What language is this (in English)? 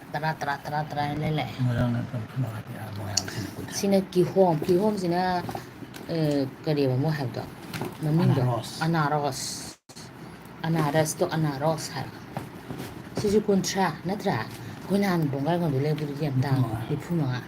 Manipuri